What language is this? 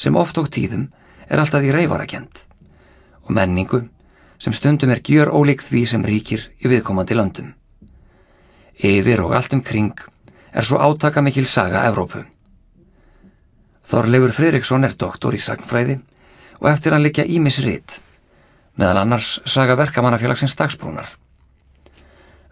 Icelandic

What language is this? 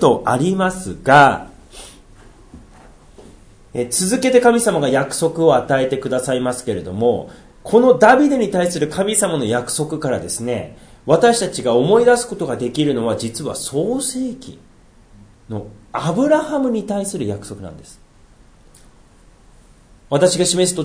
Japanese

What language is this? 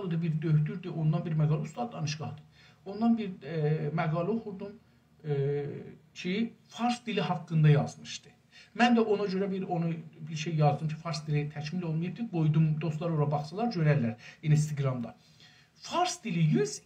South Azerbaijani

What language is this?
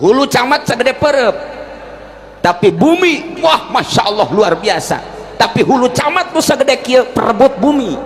Sundanese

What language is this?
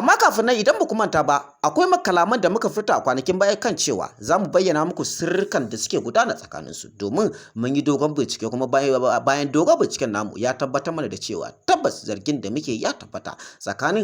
Hausa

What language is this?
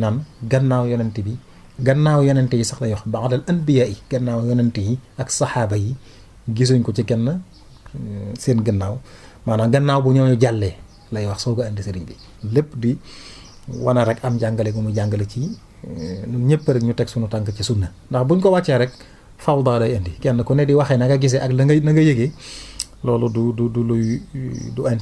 Wolof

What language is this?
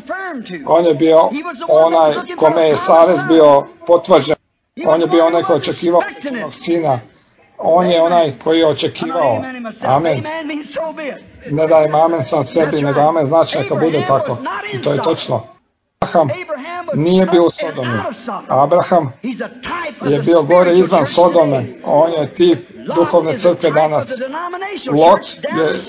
Croatian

